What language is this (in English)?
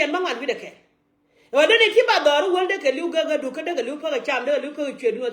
Nuer